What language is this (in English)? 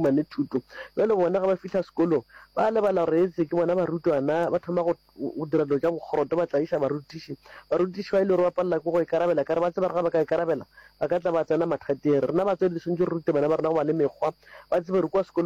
Northern Sotho